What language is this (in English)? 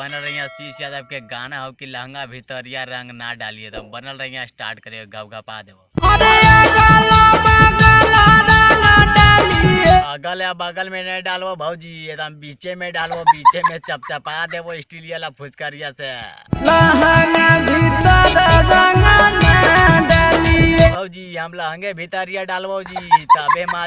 Magahi